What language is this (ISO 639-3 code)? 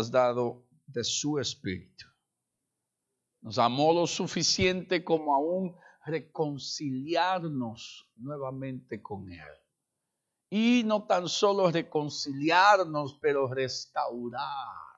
spa